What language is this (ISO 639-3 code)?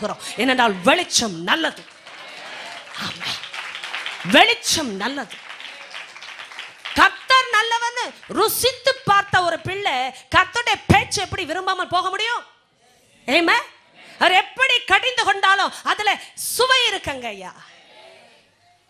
tam